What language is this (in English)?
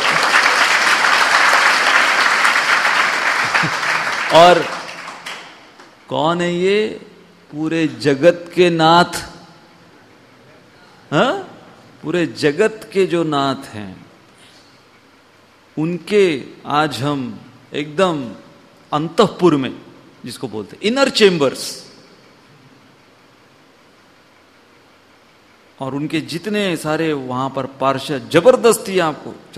Hindi